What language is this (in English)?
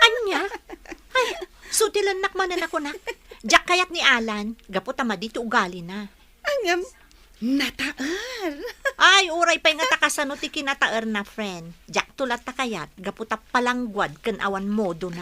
Iloko